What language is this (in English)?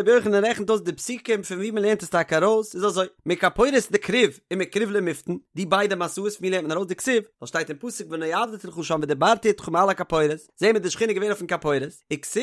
Yiddish